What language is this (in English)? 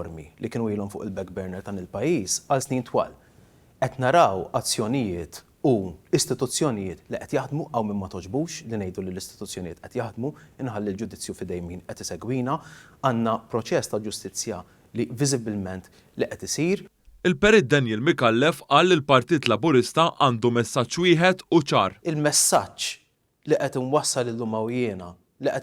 Maltese